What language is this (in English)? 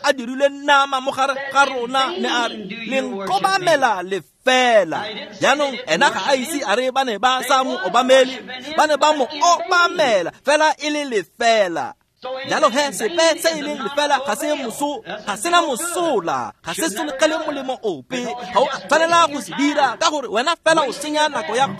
Tswana